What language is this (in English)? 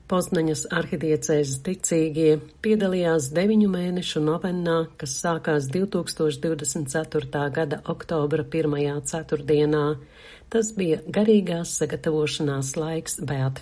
Latvian